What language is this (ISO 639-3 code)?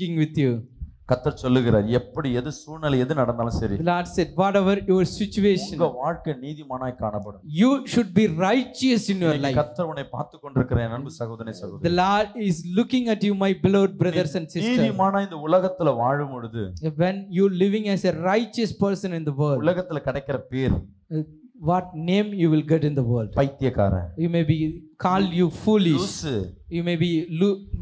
tam